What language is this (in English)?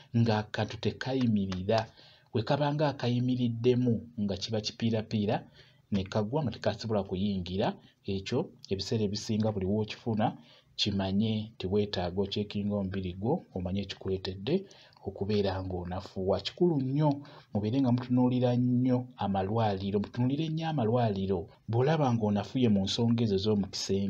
Ganda